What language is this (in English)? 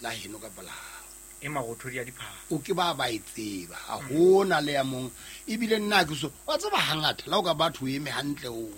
Southern Sotho